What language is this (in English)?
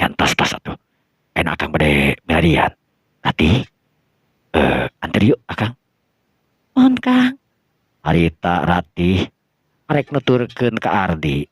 Sundanese